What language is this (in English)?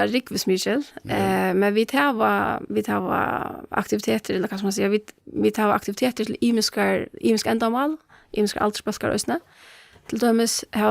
Faroese